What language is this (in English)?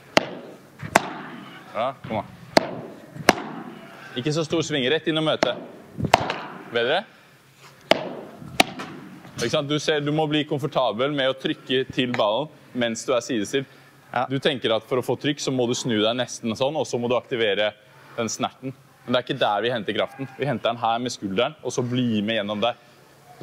Norwegian